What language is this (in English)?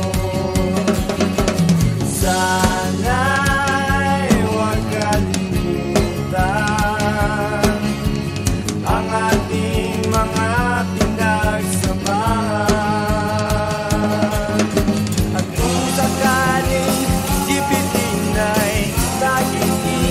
Filipino